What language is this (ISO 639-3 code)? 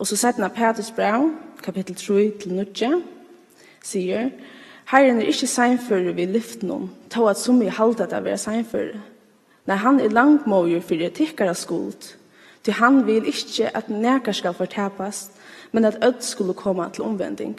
fao